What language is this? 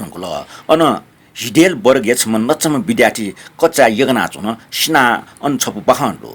Newari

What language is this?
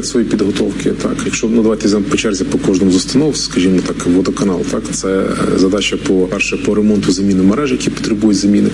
Ukrainian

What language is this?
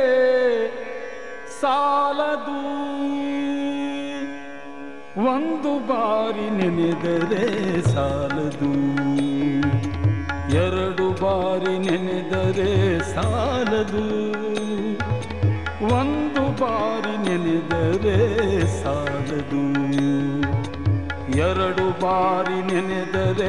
Kannada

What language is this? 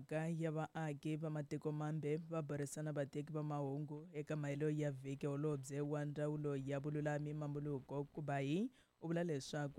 Tsonga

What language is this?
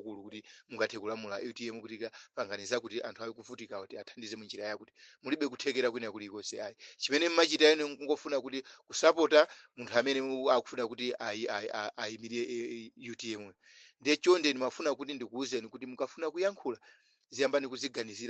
Nyanja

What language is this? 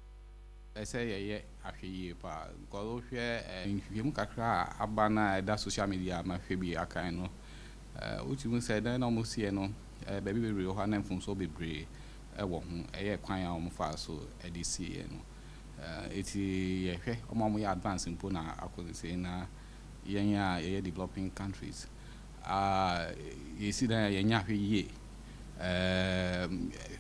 Akan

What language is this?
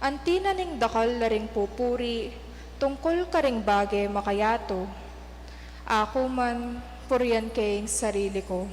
Pampanga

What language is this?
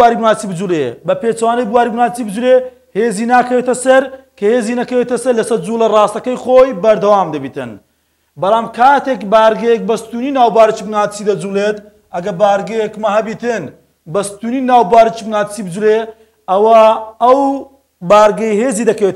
Central Kurdish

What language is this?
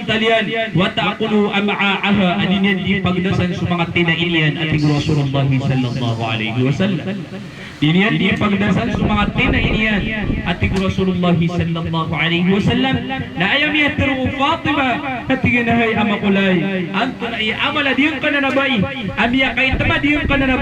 Maranao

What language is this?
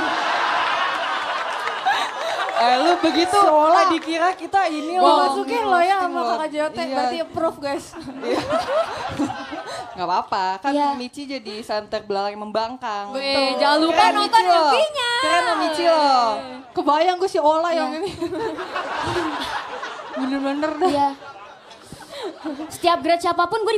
Indonesian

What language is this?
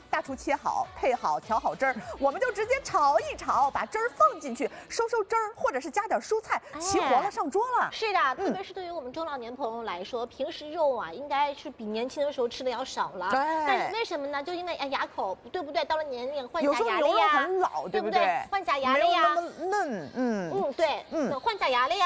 Chinese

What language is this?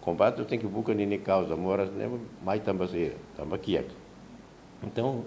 Tetum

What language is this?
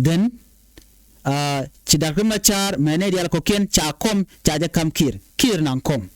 Nuer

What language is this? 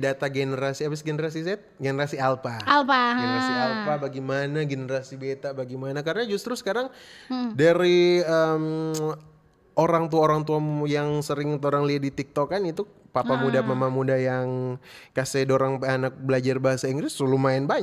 Manado Malay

